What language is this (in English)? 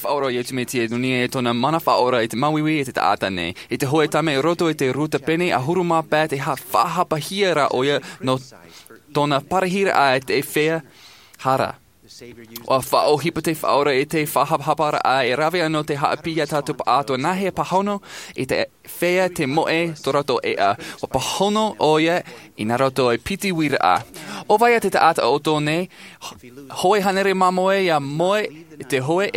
Tahitian